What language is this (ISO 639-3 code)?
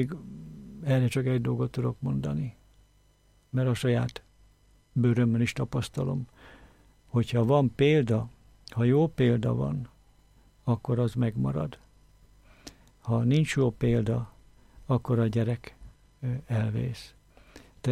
hun